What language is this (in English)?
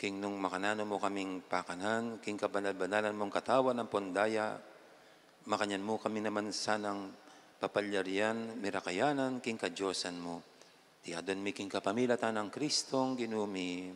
Pampanga